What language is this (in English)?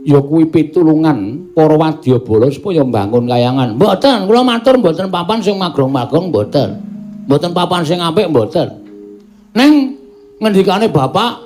Javanese